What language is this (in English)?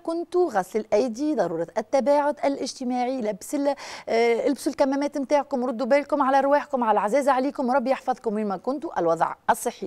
Tunisian Arabic